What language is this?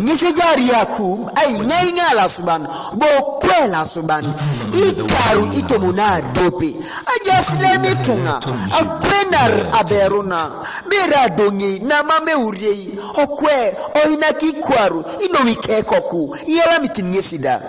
Teso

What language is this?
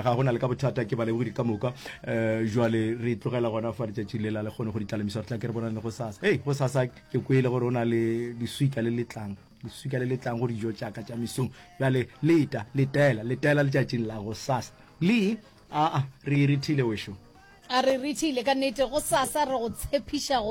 Northern Sotho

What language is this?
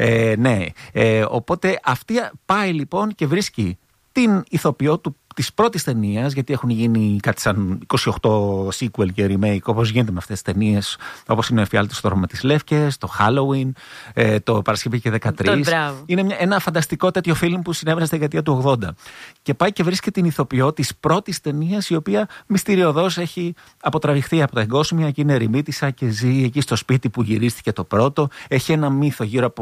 Greek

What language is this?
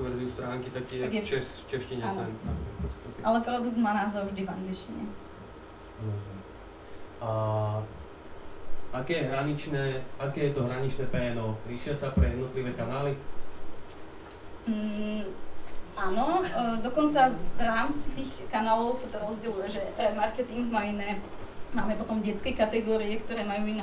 Slovak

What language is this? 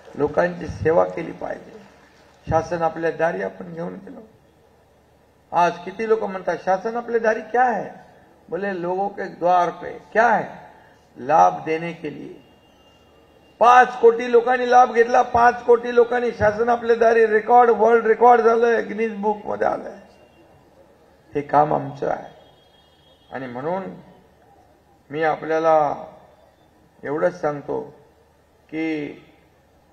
Marathi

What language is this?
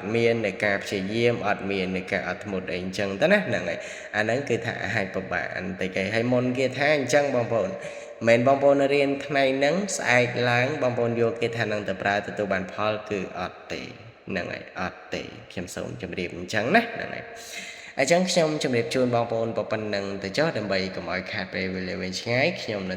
Khmer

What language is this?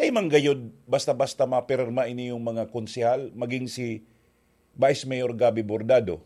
Bikol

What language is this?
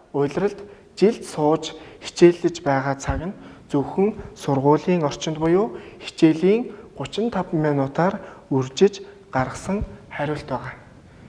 Mongolian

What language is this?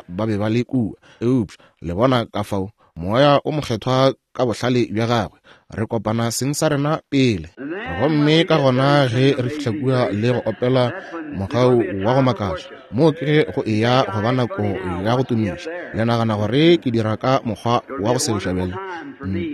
Northern Sotho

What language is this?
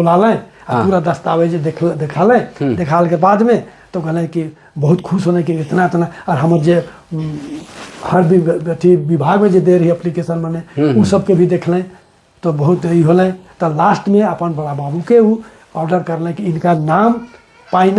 Sadri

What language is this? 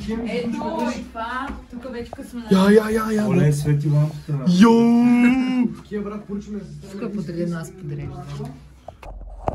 Bulgarian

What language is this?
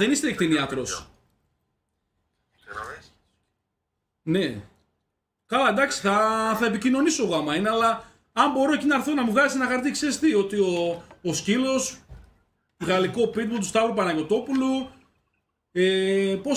Greek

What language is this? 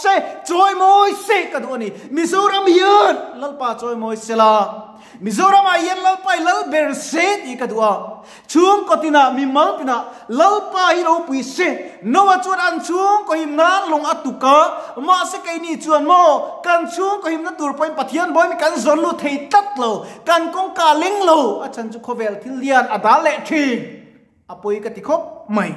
Mizo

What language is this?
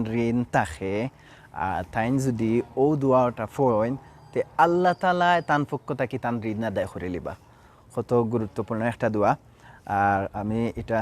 Sylheti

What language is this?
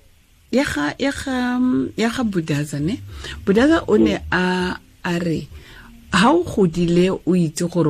Tswana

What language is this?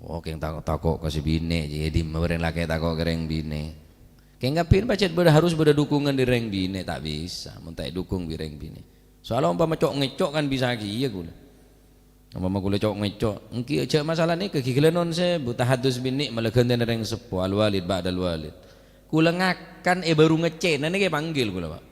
Madurese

